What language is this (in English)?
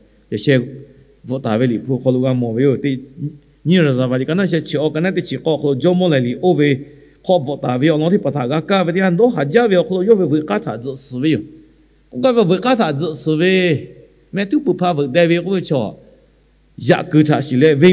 Lahu